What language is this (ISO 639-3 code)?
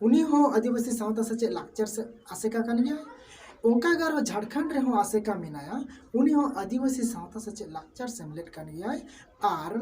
sat